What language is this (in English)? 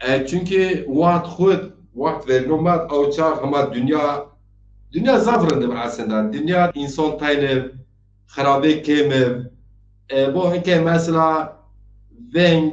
Zaza